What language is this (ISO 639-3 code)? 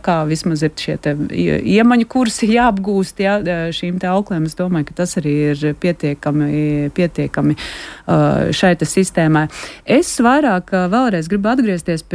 lav